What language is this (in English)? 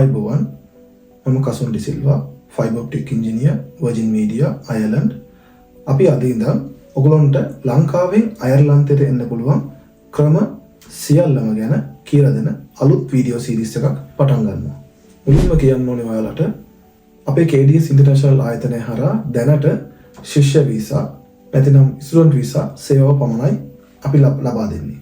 Sinhala